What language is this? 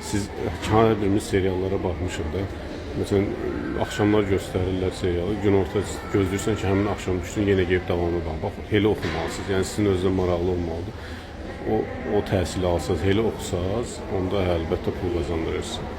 Azerbaijani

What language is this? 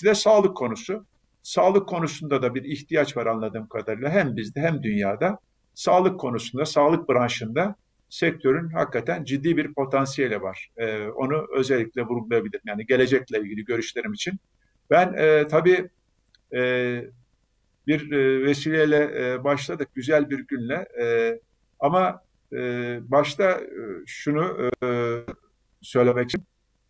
Turkish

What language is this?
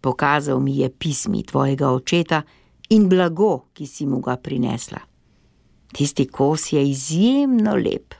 Slovenian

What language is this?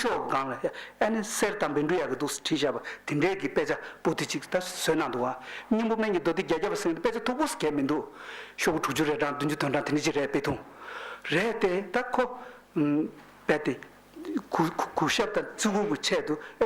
Tibetan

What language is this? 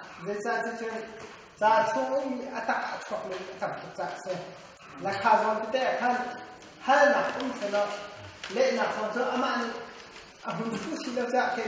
Hakha Chin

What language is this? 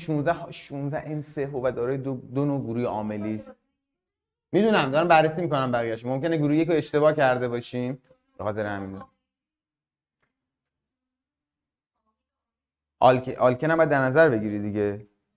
Persian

